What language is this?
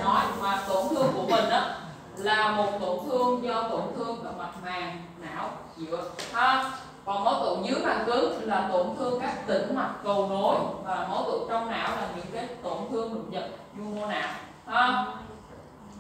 Vietnamese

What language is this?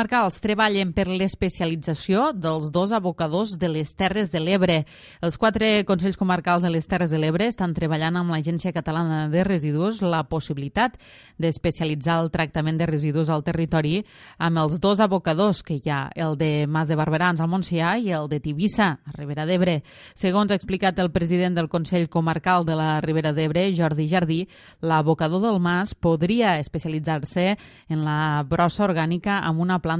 Catalan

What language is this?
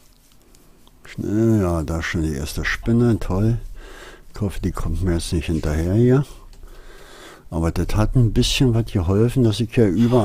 German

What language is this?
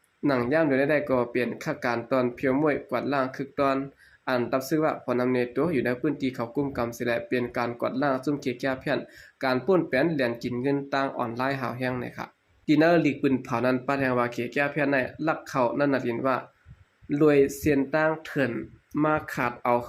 Shan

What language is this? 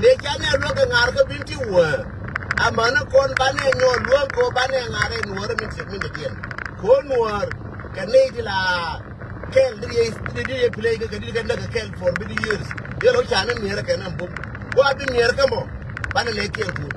Nuer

